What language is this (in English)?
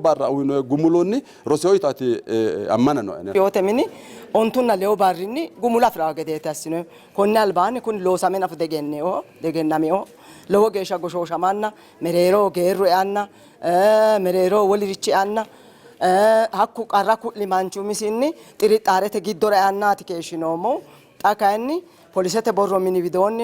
Sidamo